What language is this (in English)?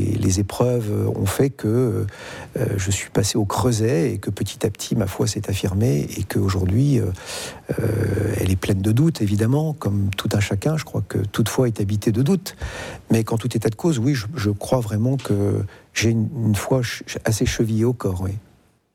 French